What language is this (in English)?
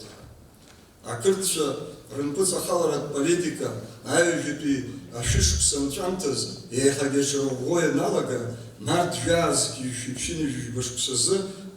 Abkhazian